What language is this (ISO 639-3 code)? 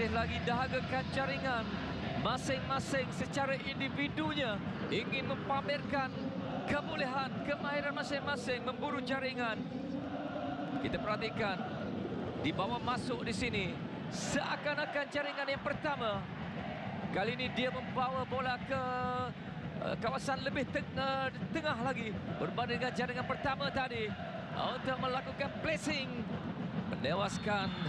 msa